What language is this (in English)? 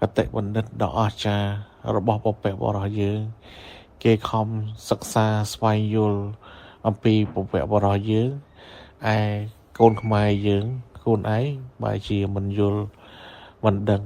Khmer